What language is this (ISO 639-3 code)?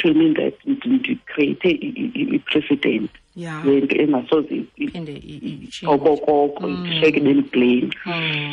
xho